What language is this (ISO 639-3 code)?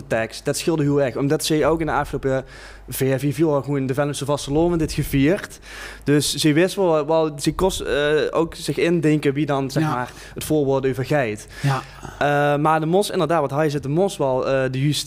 lim